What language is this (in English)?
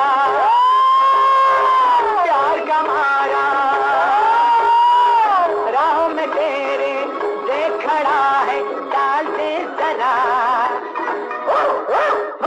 Hindi